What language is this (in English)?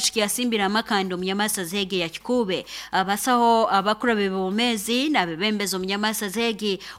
Nyoro